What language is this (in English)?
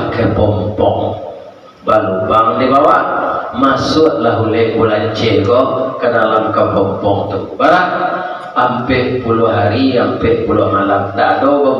Minangkabau